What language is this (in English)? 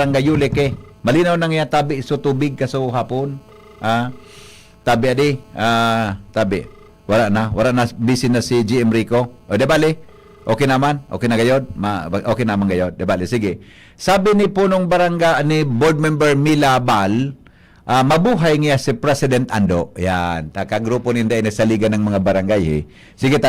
Bikol